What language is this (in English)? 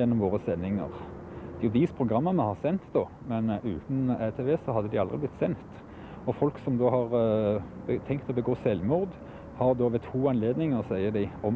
Norwegian